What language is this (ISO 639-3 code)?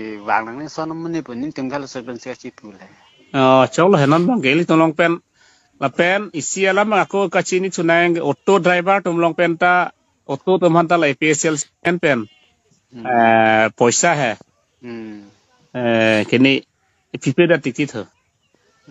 mjw